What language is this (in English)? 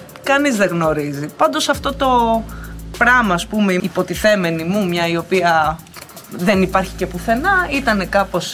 Greek